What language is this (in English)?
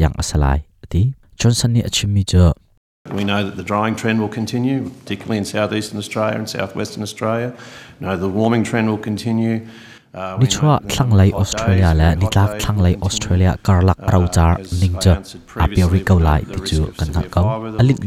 Hakha Chin